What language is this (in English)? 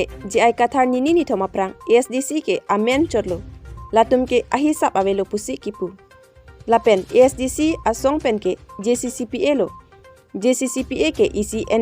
Karbi